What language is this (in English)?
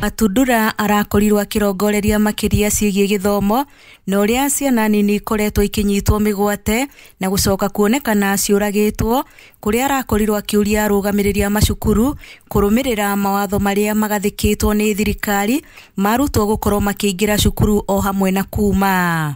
Kikuyu